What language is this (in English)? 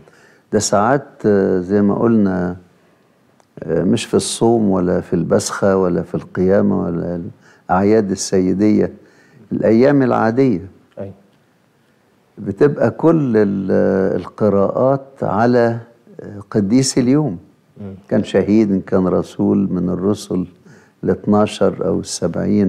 Egyptian Arabic